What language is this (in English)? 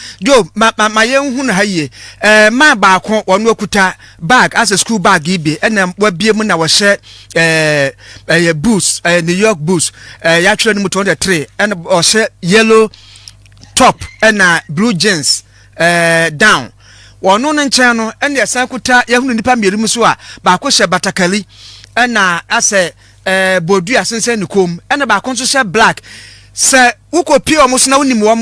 Akan